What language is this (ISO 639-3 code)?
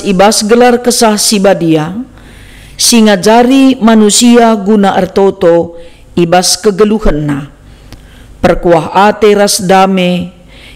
btx